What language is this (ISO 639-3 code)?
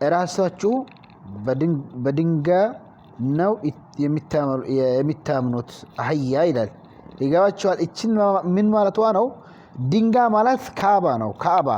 amh